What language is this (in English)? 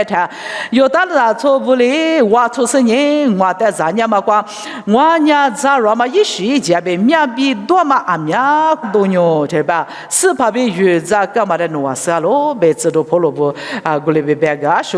Lisu